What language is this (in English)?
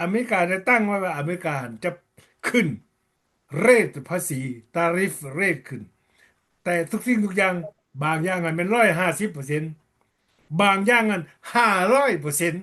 Lao